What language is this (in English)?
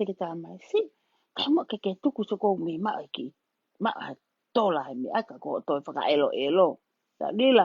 Tongan